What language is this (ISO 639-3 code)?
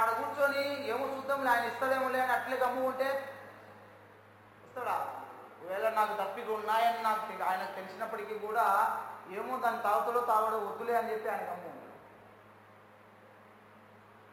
tel